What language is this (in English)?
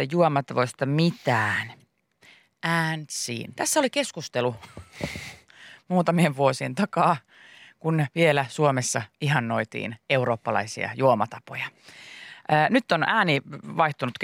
Finnish